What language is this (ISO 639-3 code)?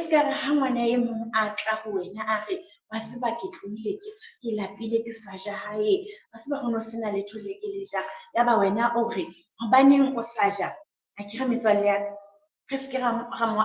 sot